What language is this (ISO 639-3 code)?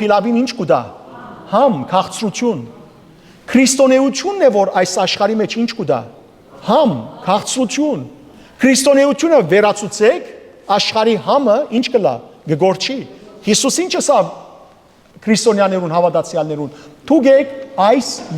hyw